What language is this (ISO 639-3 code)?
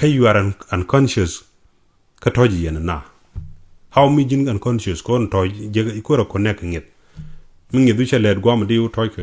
nus